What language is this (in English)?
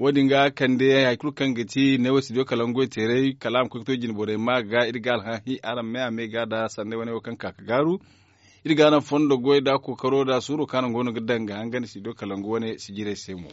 Zarma